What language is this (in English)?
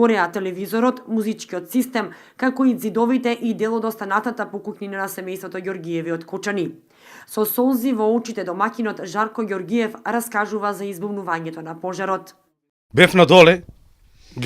Macedonian